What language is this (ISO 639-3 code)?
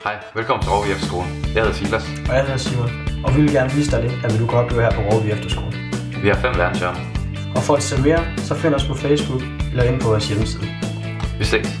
dan